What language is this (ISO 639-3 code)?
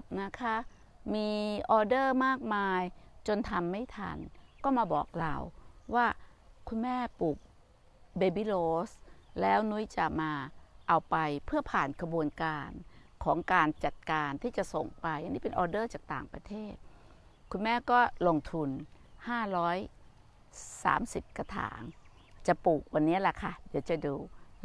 tha